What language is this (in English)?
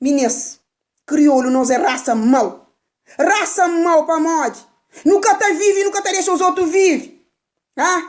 Kabuverdianu